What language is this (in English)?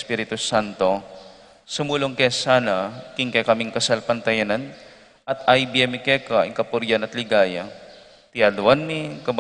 Pampanga